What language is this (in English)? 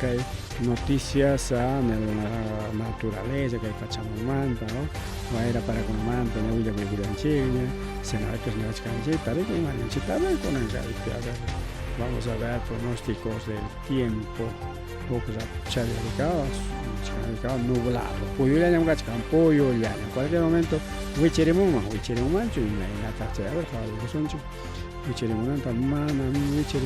Ayacucho Quechua